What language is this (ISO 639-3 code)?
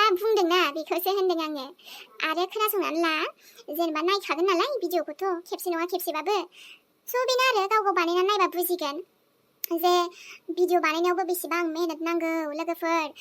brx